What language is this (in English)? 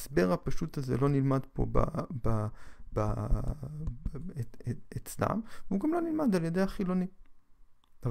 Hebrew